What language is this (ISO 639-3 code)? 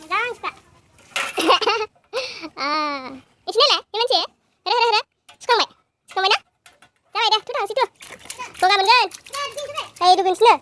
brx